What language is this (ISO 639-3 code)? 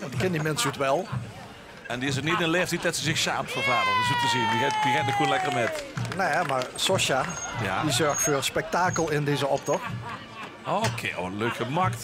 lim